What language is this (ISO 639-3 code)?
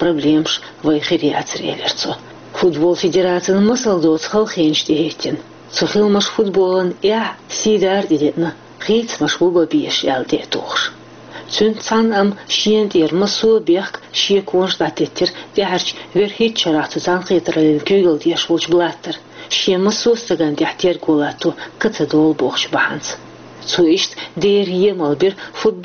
che